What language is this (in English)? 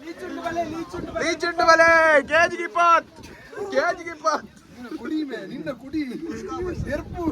Tulu